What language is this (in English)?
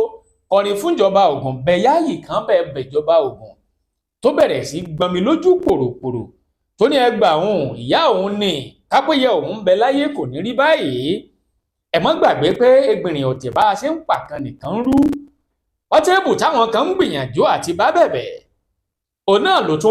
Yoruba